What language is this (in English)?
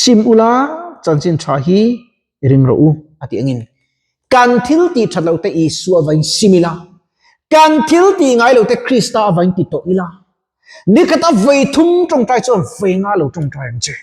Mizo